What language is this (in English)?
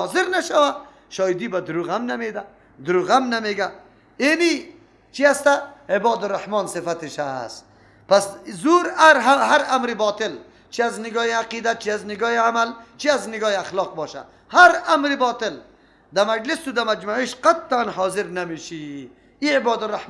Persian